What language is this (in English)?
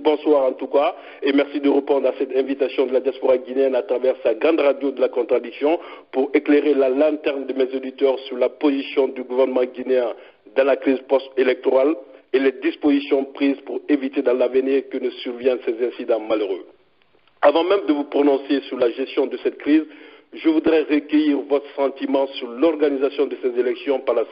French